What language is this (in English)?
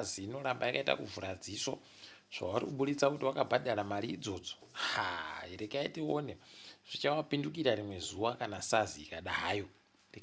Ndau